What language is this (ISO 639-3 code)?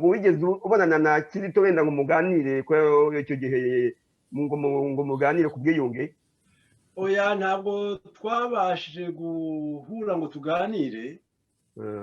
kin